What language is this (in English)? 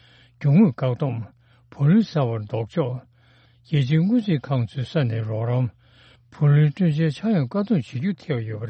Tibetan